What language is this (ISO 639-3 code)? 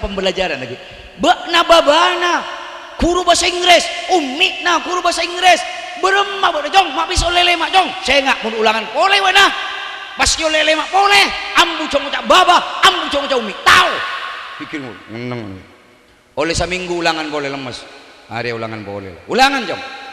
mad